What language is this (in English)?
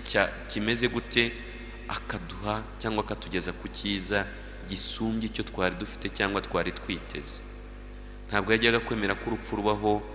Kinyarwanda